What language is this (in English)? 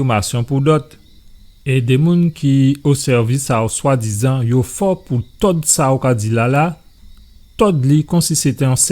Guadeloupean Creole French